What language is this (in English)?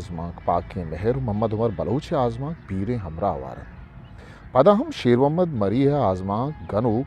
Eastern Balochi